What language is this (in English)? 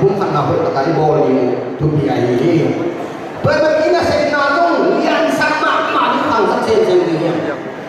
Tedim Chin